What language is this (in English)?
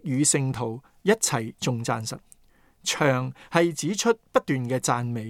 Cantonese